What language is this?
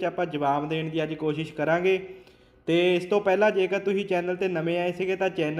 Punjabi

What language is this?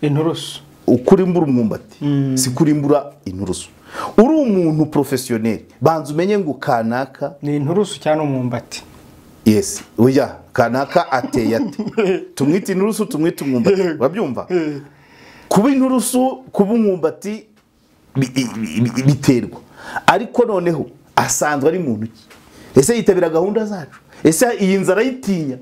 Kinyarwanda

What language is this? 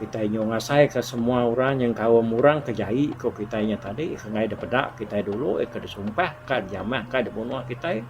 Iban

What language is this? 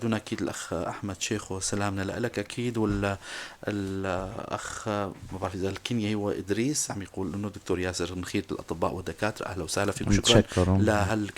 North Levantine Arabic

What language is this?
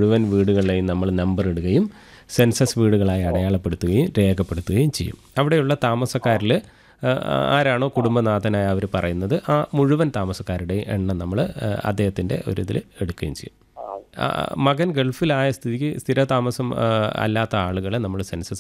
Malayalam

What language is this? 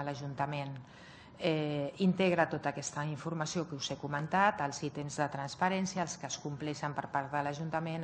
Catalan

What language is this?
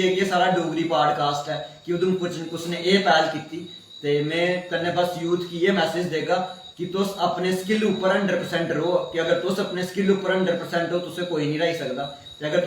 Dogri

